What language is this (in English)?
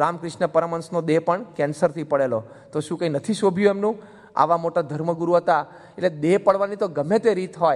Gujarati